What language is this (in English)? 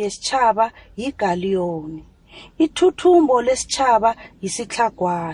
South Ndebele